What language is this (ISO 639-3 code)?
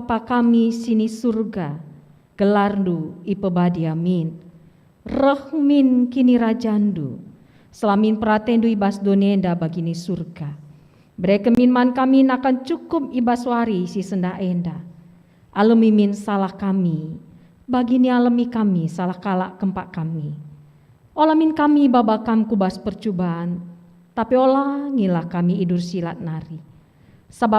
btx